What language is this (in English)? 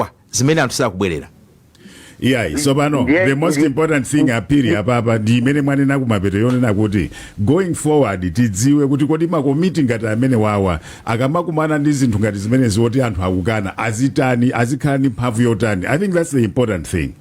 Nyanja